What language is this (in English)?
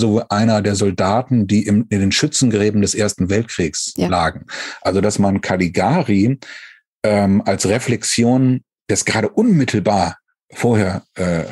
German